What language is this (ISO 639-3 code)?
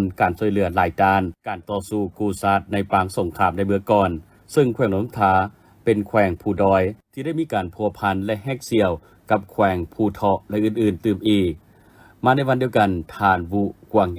lao